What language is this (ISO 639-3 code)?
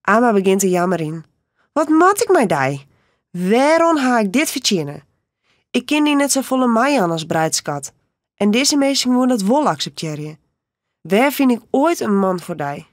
fry